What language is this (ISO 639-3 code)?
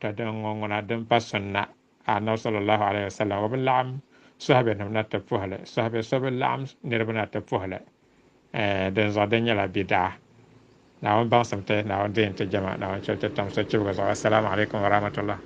dag